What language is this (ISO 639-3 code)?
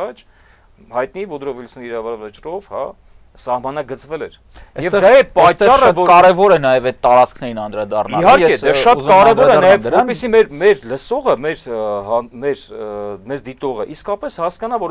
hye